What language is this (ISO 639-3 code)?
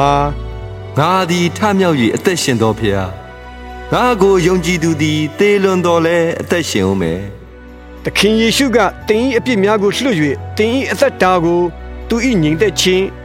mya